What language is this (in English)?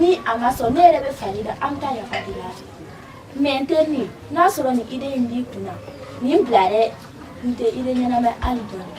Bambara